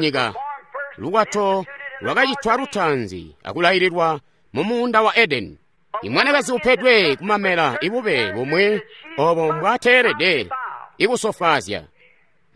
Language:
Tonga (Zambia)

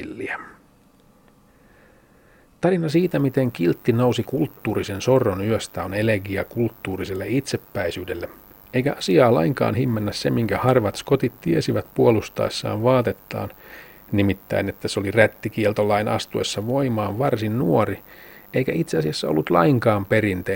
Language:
Finnish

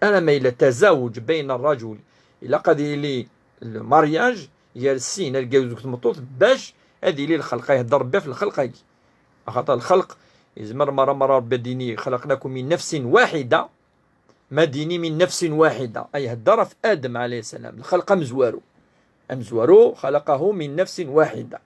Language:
Kabyle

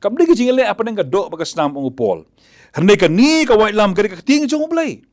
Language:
Khasi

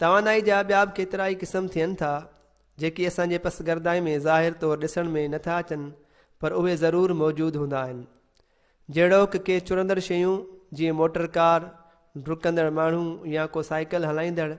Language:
Sindhi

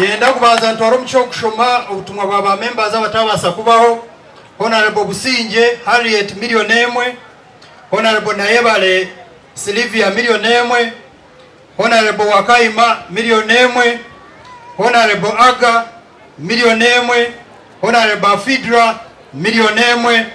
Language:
Nyankole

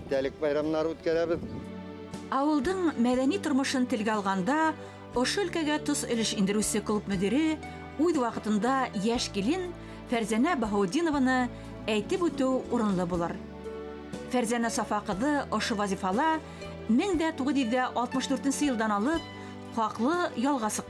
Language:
Bashkir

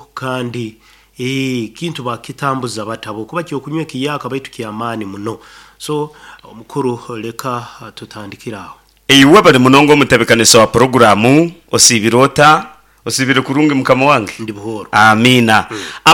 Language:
Nyankole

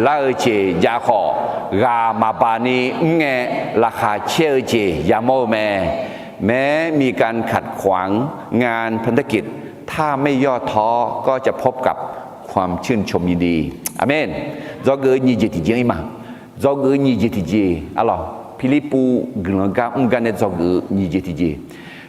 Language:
Akha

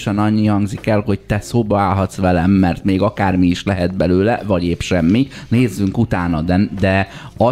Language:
Hungarian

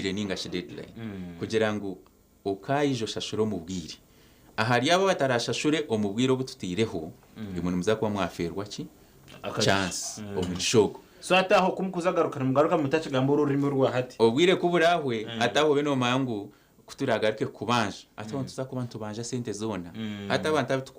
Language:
Nyankole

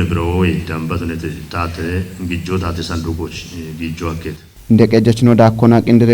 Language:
Kafa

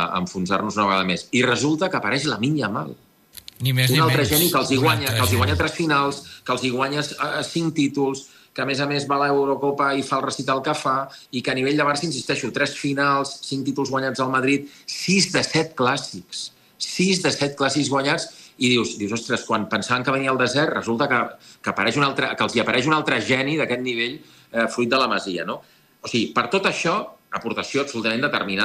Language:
Catalan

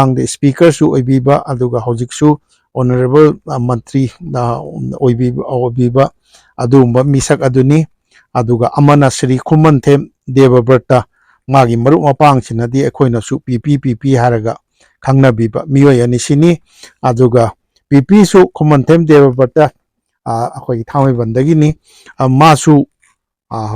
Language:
Manipuri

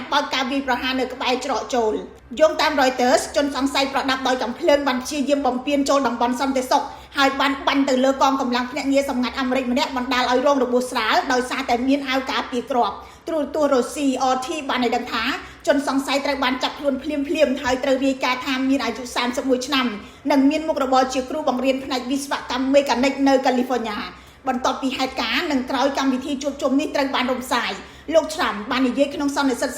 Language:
Khmer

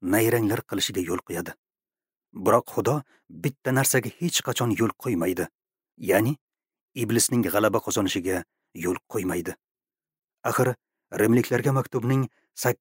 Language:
Uzbek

